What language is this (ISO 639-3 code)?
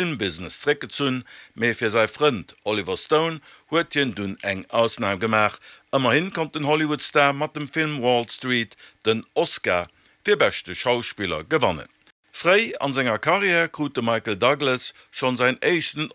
ltz